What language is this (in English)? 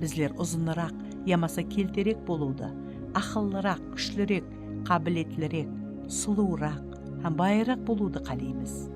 Kara-Kalpak